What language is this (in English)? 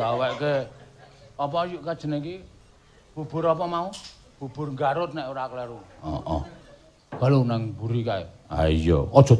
Javanese